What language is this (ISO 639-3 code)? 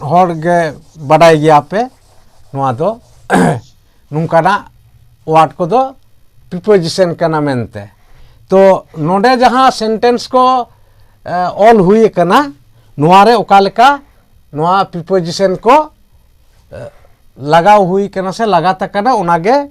sat